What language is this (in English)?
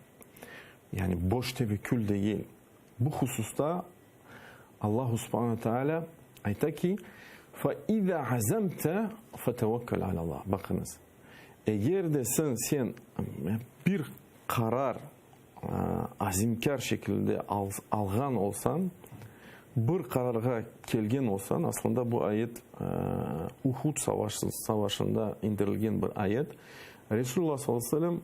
Crimean Tatar